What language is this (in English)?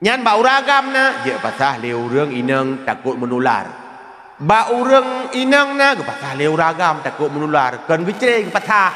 Achinese